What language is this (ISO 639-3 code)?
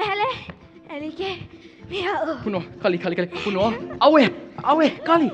haw